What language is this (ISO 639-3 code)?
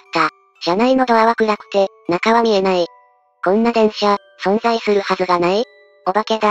jpn